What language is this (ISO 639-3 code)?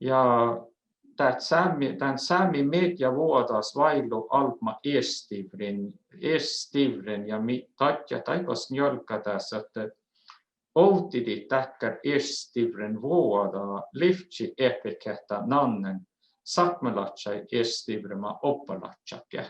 sme